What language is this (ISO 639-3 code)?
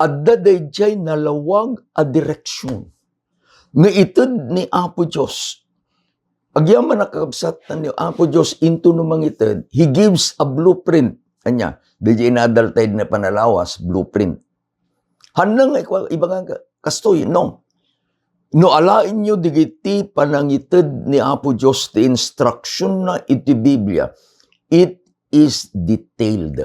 ilo